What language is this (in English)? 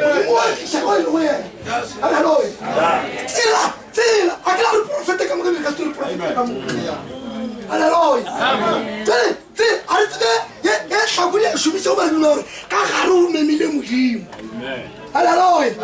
Northern Sotho